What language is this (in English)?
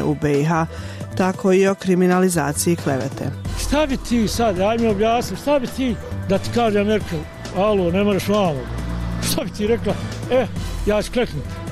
Bosnian